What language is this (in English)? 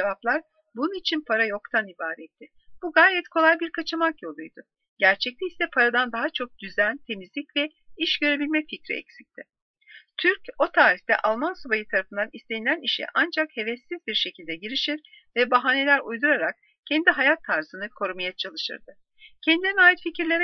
Turkish